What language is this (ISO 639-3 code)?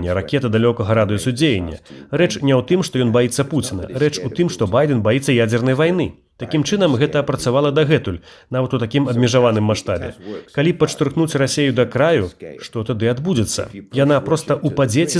bel